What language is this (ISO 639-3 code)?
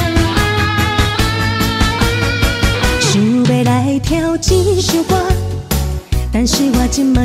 nan